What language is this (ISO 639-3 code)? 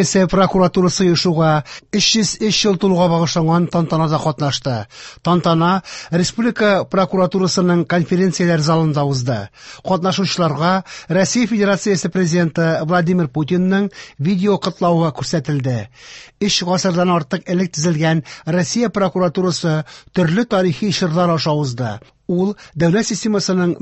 tat